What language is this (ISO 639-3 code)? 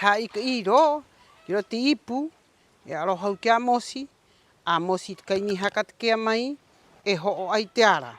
rap